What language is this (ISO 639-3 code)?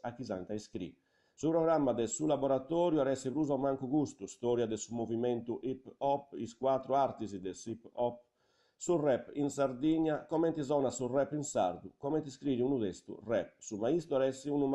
srd